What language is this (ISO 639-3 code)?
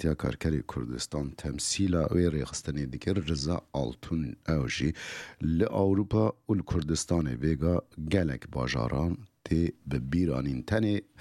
kur